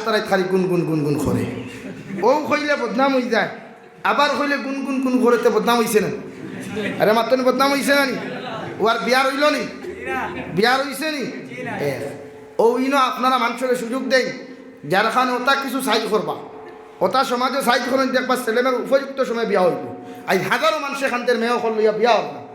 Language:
Sylheti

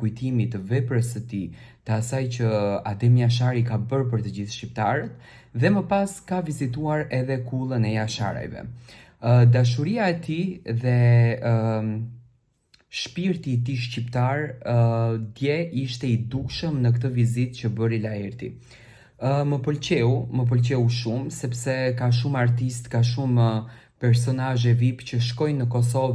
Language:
Albanian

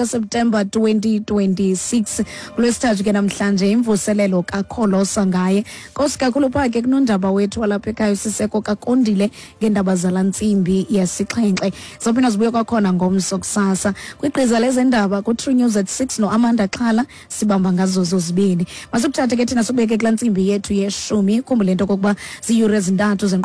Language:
Xhosa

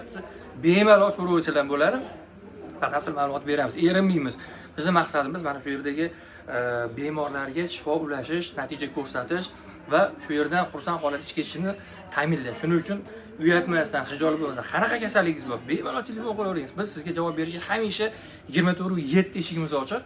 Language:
Uzbek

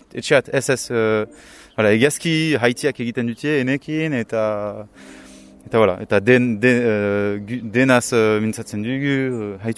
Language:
Basque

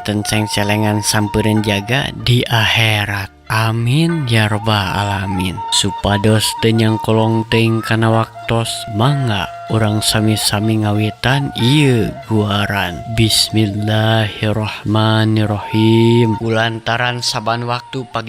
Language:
Sundanese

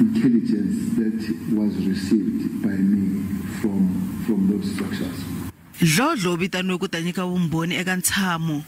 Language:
Tsonga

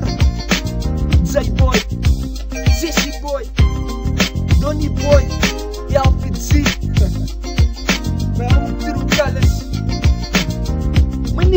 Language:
Afrikaans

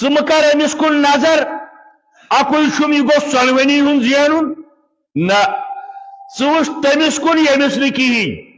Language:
Kashmiri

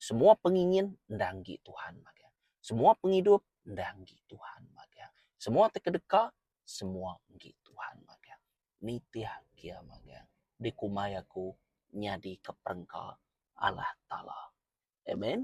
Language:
Iban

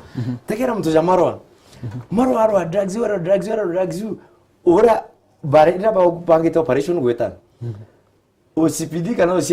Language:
Meru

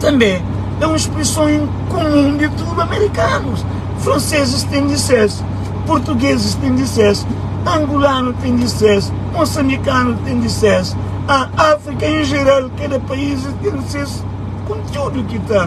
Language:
Kabuverdianu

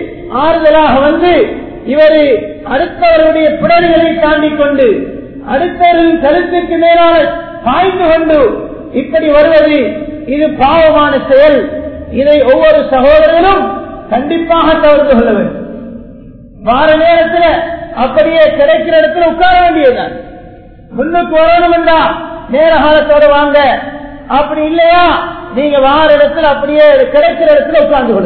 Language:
Tamil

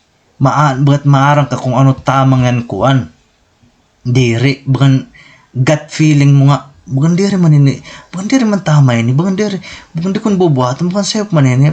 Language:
Waray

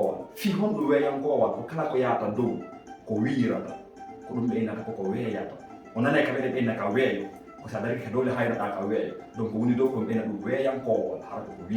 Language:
Fula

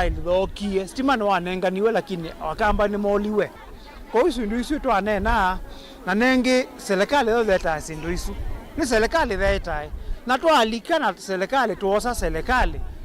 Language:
Kamba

